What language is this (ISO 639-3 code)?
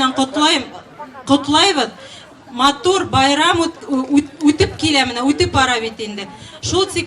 bak